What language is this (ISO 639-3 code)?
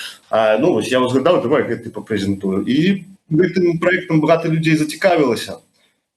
bel